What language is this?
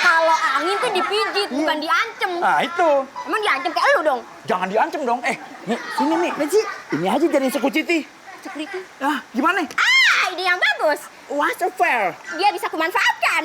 Betawi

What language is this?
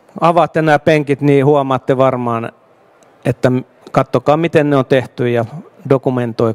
Finnish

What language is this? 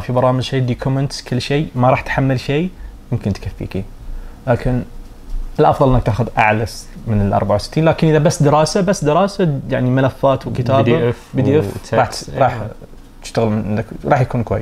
Najdi Arabic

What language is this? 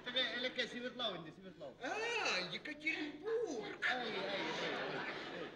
Bashkir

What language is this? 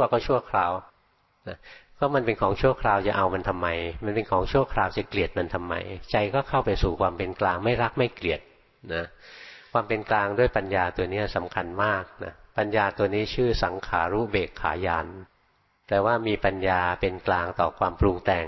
Thai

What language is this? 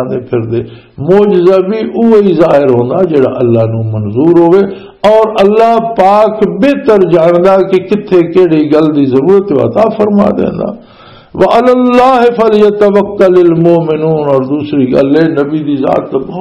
Western Panjabi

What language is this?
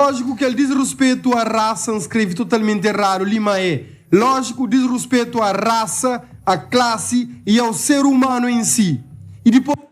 Kabuverdianu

